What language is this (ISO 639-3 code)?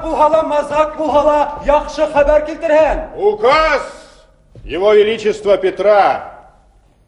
bak